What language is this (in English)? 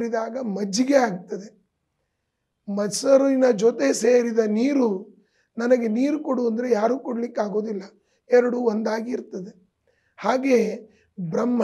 Kannada